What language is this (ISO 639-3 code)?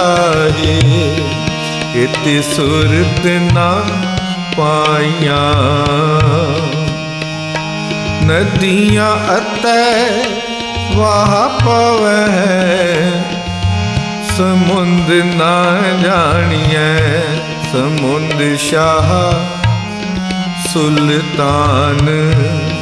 pan